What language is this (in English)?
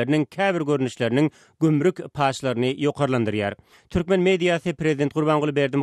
Turkmen